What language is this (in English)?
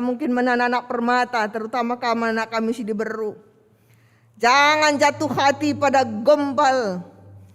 Batak Karo